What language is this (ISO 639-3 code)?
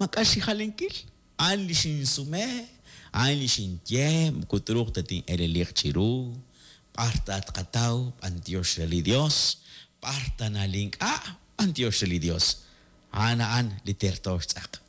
kek